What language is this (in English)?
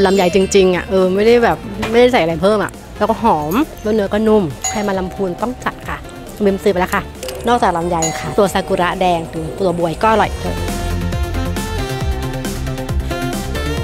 Thai